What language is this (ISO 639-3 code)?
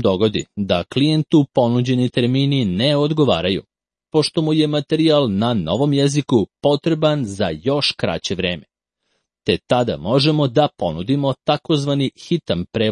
srp